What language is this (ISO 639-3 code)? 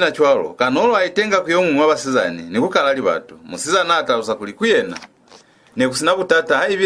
loz